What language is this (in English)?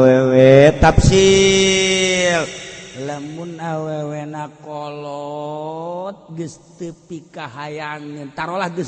Sundanese